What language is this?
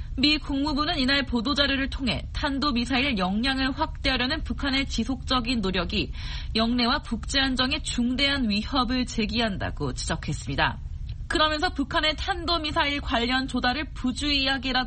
Korean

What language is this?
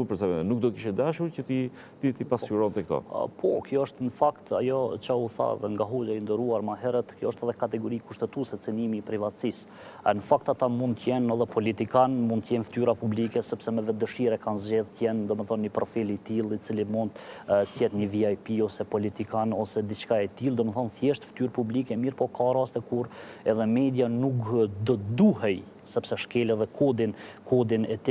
Albanian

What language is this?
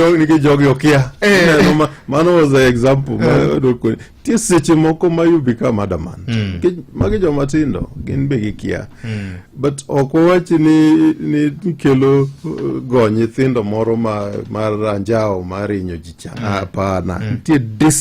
Luo (Kenya and Tanzania)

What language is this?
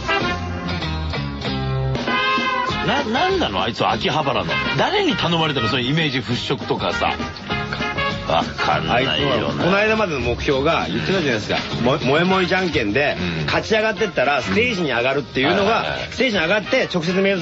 Japanese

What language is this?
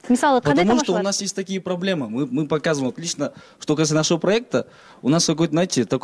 Kyrgyz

